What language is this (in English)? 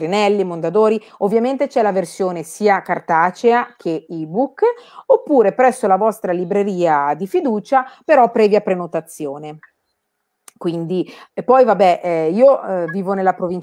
Italian